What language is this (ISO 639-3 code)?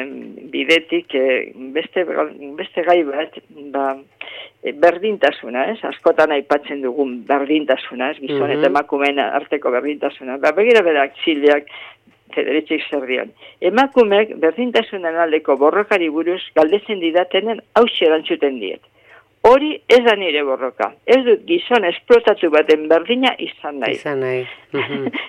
eus